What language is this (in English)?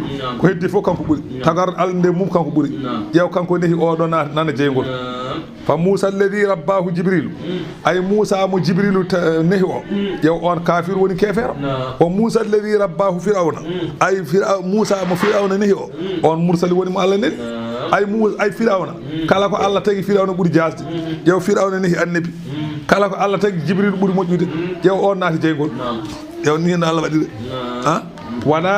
Fula